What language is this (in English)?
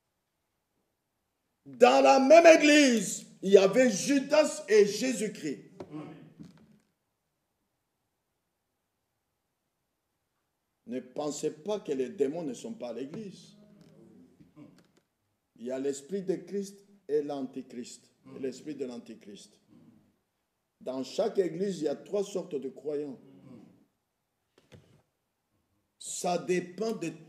French